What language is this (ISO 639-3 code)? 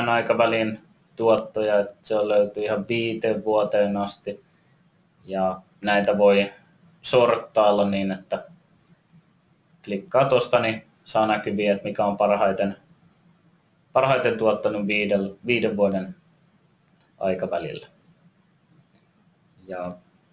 fin